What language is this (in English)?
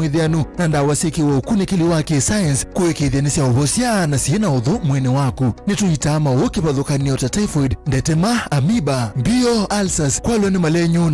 Kamba